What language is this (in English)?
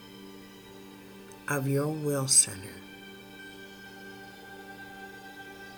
English